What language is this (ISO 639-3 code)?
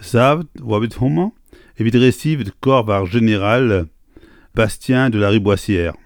bre